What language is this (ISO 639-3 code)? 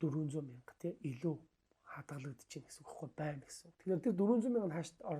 mon